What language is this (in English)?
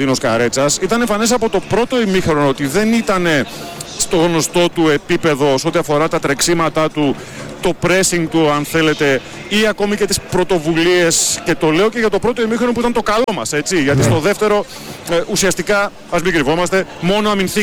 Greek